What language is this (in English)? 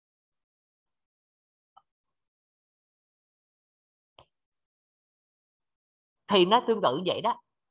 Vietnamese